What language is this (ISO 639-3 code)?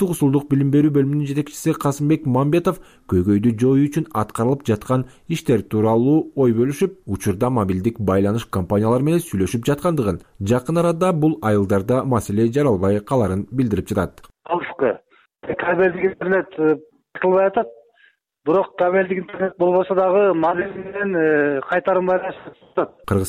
kir